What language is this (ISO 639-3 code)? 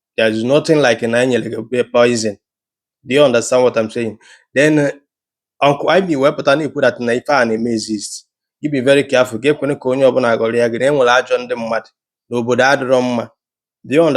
ibo